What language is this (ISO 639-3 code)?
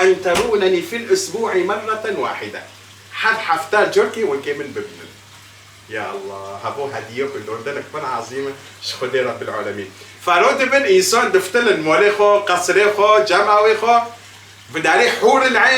kur